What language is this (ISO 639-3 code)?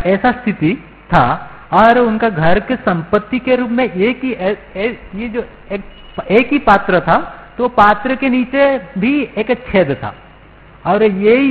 hin